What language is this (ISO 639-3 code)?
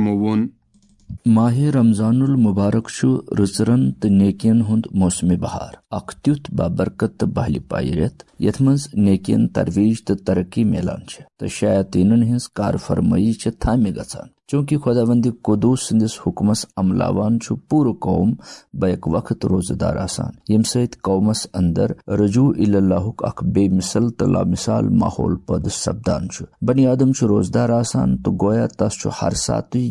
kas